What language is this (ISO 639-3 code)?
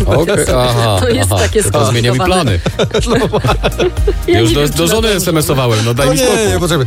pol